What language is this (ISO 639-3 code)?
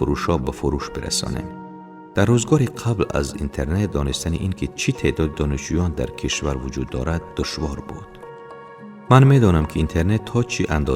tgk